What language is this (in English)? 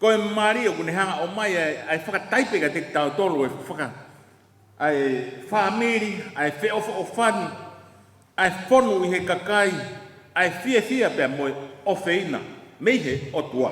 Tongan